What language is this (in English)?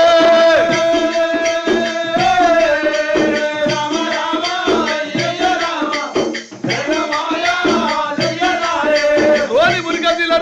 Telugu